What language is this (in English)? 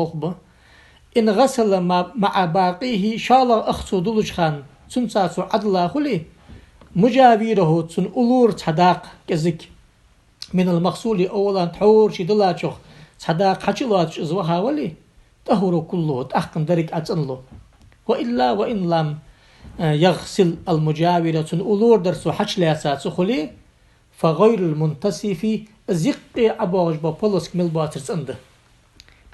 Ingush